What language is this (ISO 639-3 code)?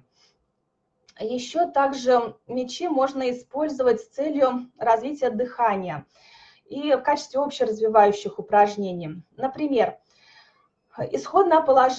rus